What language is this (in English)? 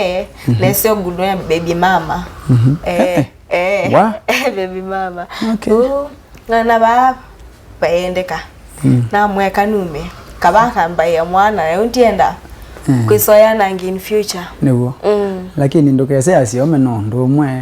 Kamba